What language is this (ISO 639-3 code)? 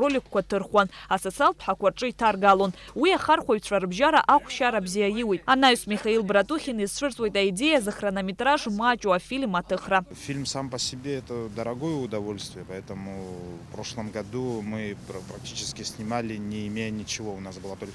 abk